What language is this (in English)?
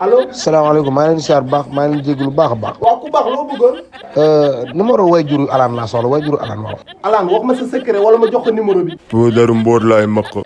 Wolof